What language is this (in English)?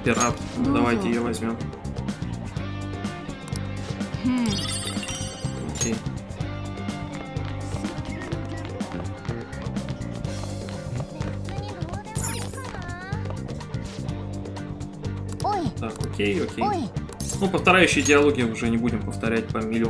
Russian